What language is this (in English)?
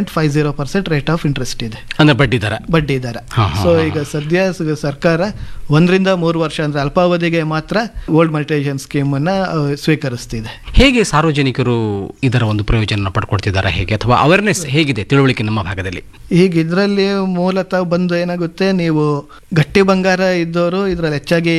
Kannada